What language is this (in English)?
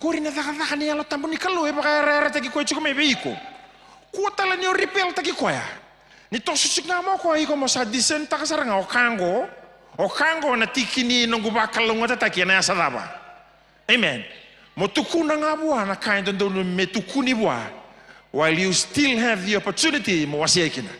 Fijian